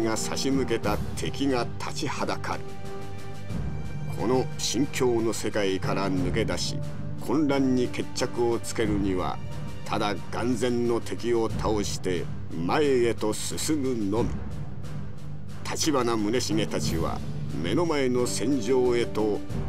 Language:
Japanese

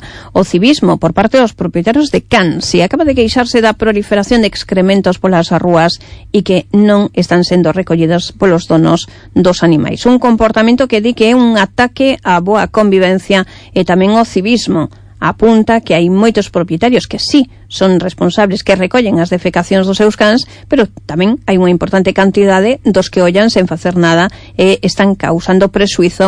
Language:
Galician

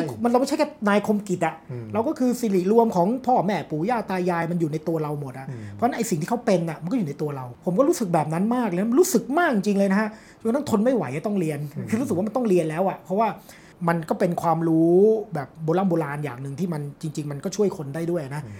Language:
Thai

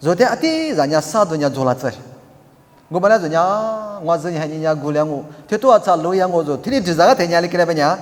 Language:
Lisu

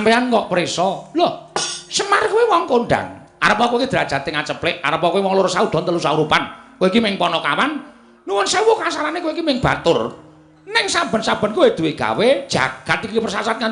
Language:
Javanese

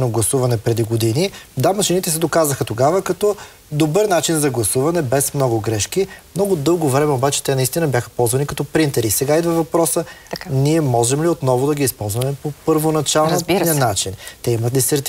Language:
Bulgarian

